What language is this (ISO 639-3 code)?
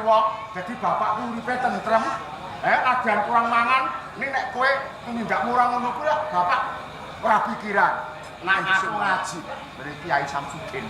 jav